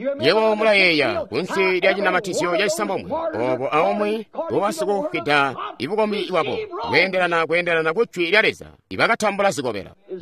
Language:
Tonga (Zambia)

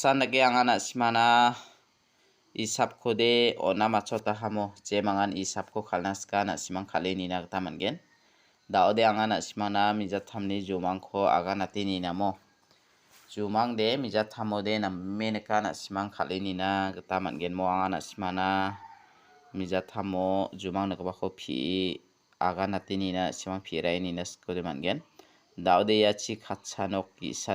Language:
Garo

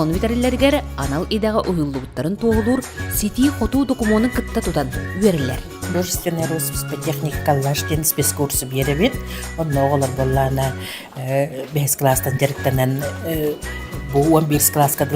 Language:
Yakut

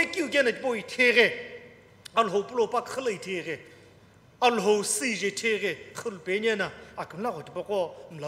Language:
Sumi Naga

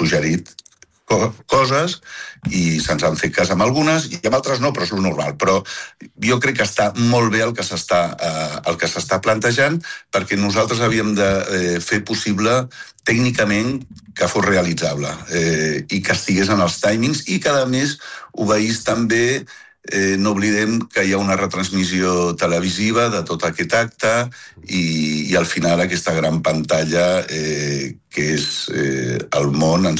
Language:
Catalan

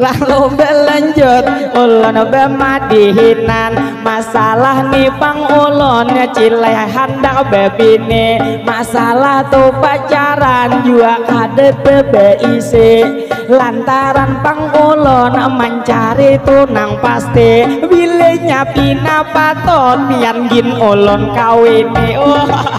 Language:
Banjar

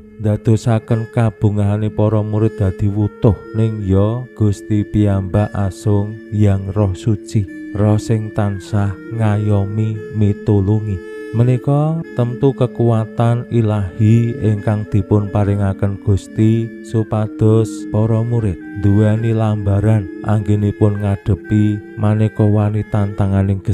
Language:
Javanese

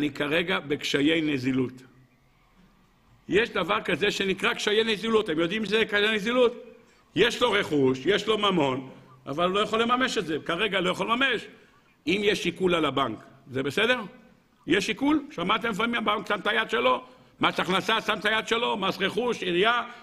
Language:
Hebrew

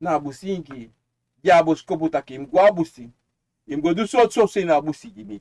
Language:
Sranan Tongo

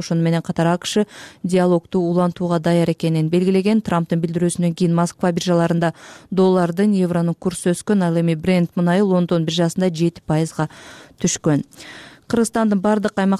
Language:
Kyrgyz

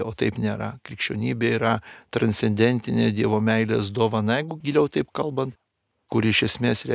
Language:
Lithuanian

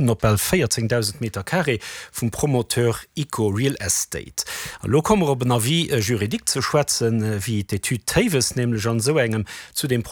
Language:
Luxembourgish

